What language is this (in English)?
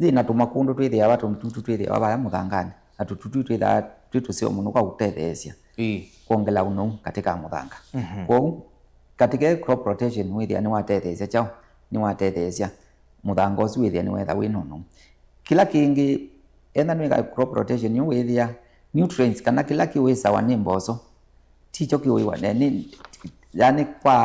Kamba